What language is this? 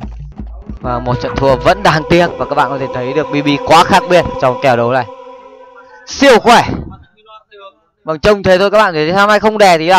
Vietnamese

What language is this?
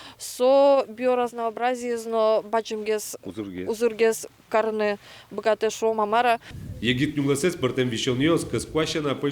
Udmurt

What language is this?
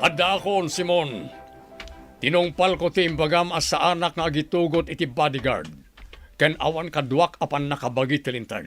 Iloko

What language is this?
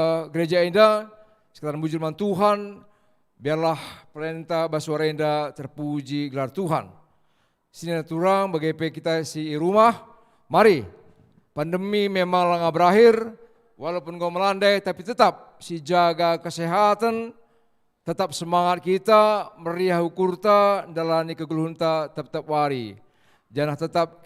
Batak Karo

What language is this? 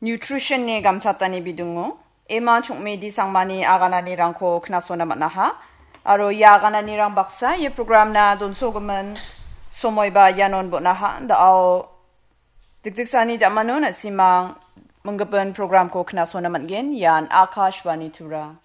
Garo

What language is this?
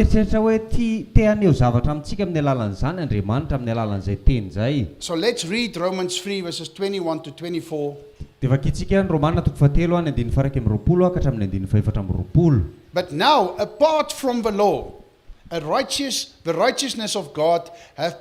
Malagasy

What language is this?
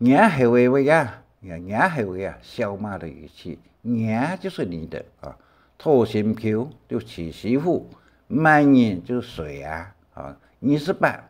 Hakka Chinese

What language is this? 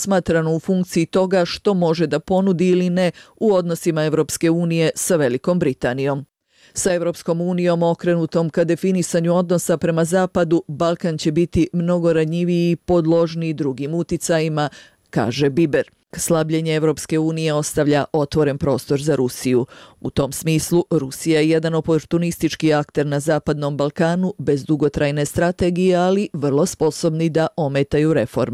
Serbian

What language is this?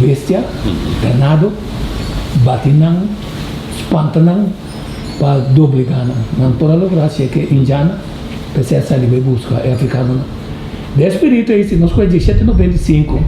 Papiamento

